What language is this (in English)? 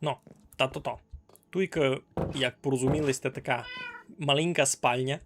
Rusyn